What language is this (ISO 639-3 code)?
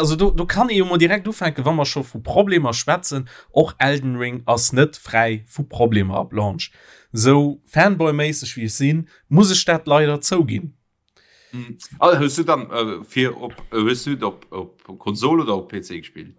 ltz